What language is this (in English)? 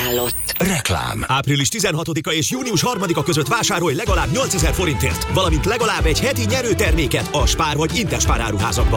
Hungarian